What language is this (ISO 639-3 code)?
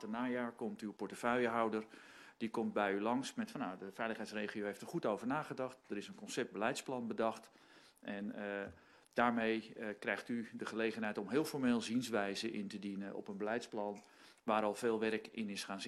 nld